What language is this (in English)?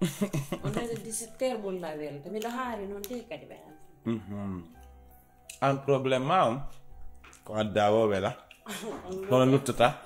Fula